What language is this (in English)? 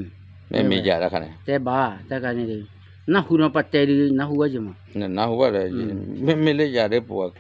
S'gaw Karen